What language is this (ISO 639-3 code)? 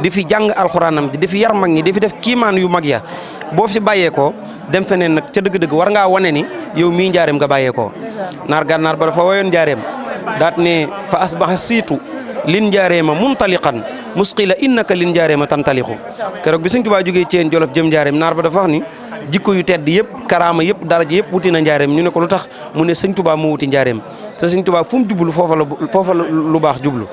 wol